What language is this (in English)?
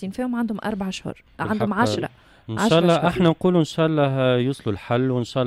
Tunisian Arabic